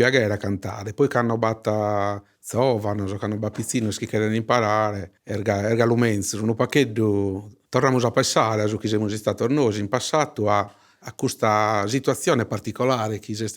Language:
Sardinian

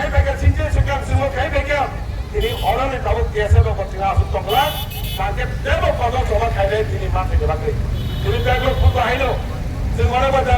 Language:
Kok Borok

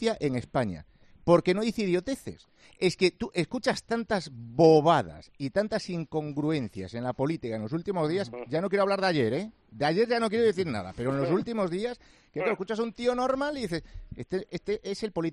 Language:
Spanish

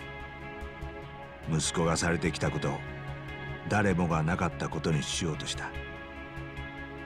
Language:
Japanese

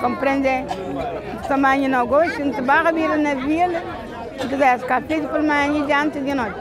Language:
Kabuverdianu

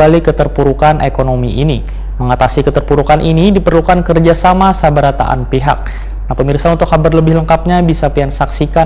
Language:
Banjar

